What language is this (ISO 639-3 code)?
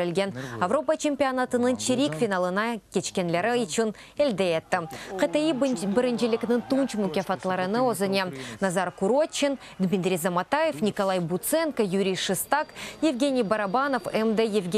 crh